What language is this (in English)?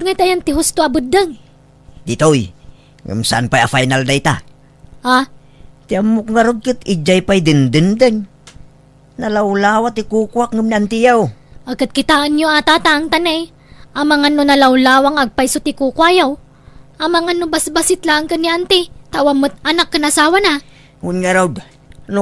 Iloko